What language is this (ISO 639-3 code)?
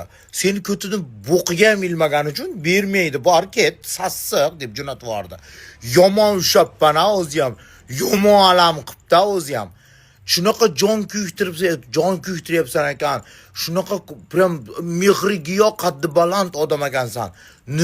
uzb